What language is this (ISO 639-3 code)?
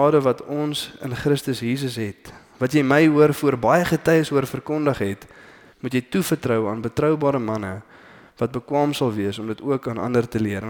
afr